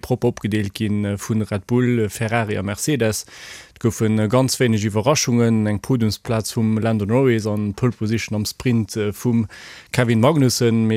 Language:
Luxembourgish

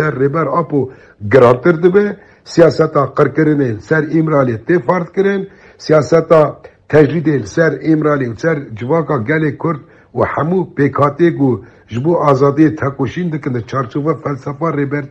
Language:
Kurdish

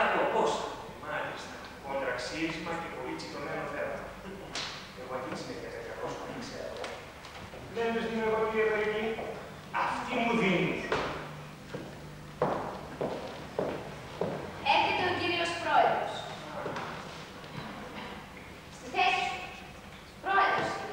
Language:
Greek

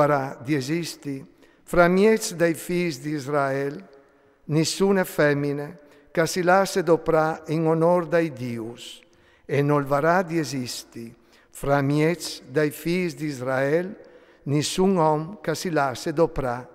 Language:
Friulian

